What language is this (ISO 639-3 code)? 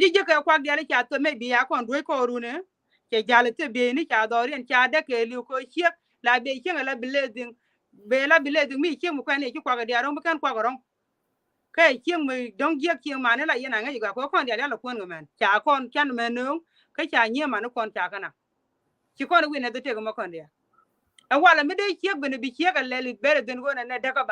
nus